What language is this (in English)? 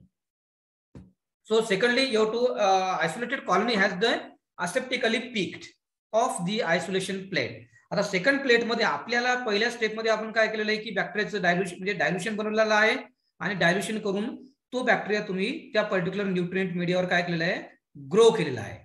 Marathi